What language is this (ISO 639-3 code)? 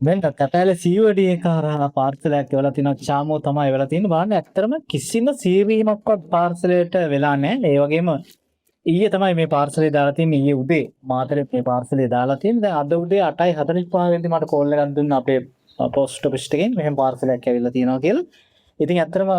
sin